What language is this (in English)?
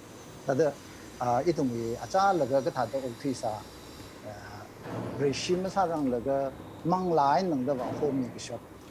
Tangkhul Naga (India)